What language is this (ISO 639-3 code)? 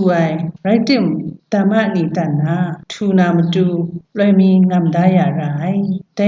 kac